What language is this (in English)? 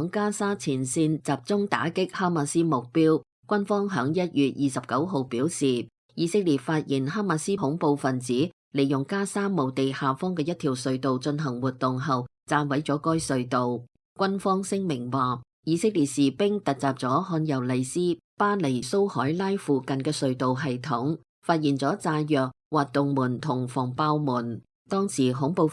Cantonese